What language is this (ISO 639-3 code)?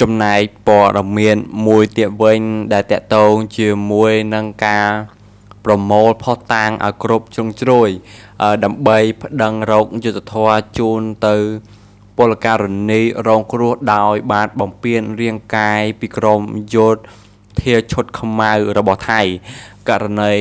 khm